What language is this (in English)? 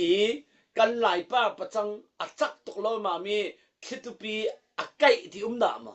Falam Chin